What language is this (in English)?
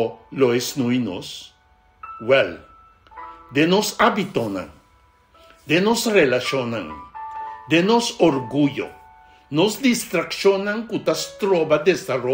Papiamento